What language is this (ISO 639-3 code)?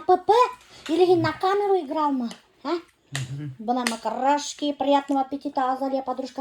bak